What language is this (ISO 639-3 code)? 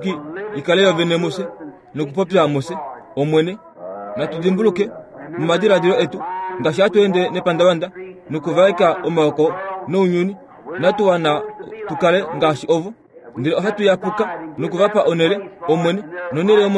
kua